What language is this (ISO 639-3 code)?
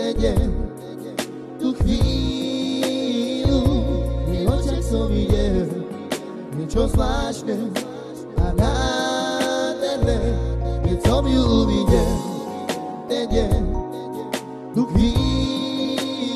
slk